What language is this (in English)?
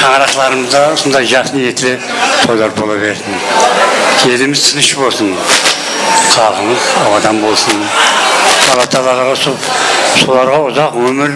Kara-Kalpak